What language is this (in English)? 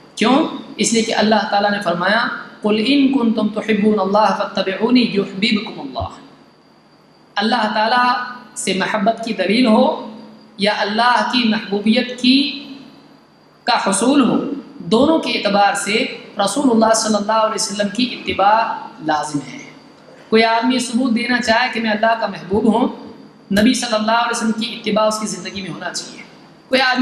Urdu